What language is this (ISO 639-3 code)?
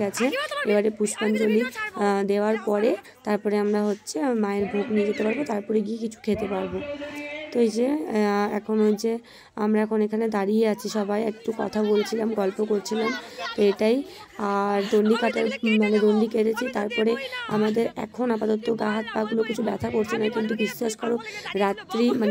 ben